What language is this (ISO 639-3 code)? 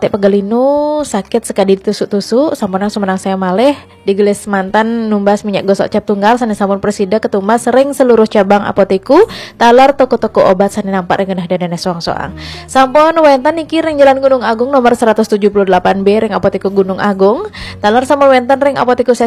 ban